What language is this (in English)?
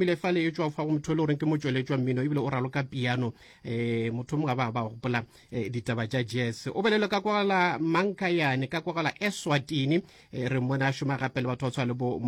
Northern Sotho